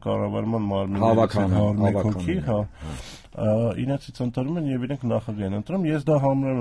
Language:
Armenian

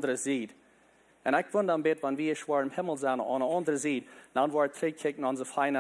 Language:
Plautdietsch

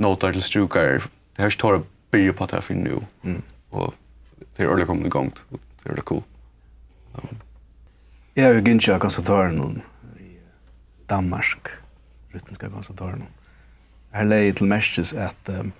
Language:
Faroese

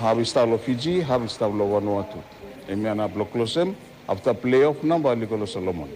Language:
Bislama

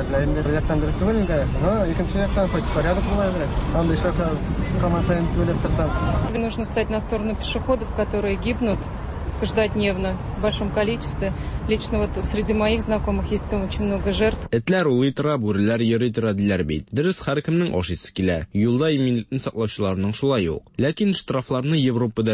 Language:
Tatar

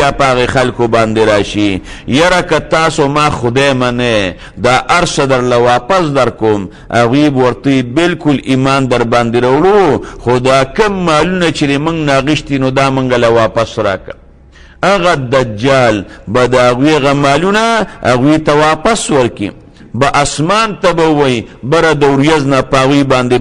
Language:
Pashto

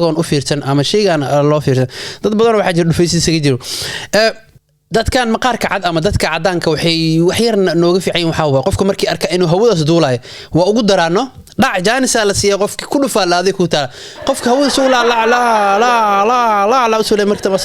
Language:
Somali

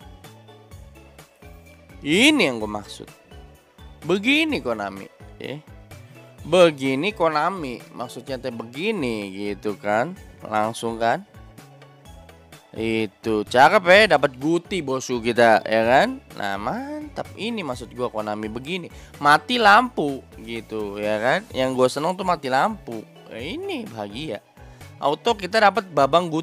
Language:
Indonesian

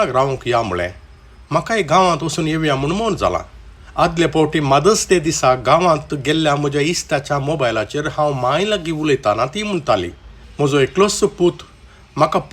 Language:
Konkani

